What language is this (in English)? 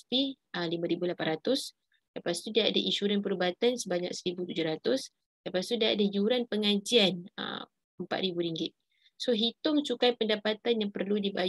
Malay